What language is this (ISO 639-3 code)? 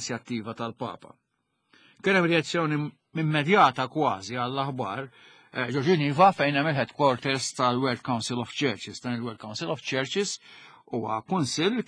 mlt